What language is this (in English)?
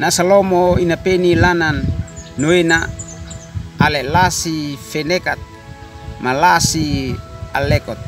Uab Meto